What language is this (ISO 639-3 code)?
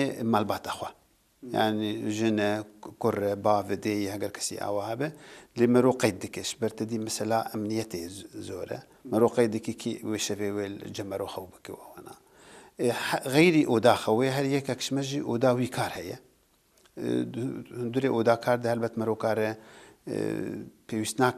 kur